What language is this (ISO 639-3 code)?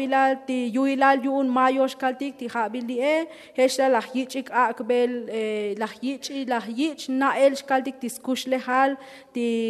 tzo